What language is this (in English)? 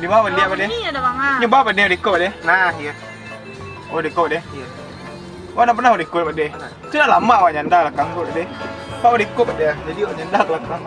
Minangkabau